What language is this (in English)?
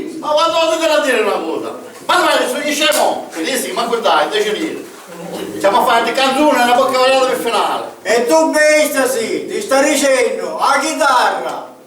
Sicilian